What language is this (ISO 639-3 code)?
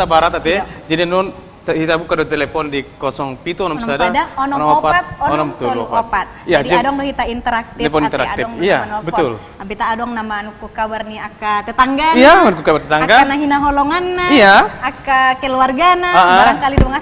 bbc